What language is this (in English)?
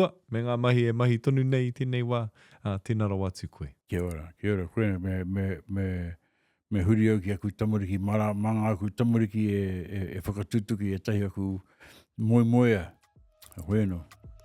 Māori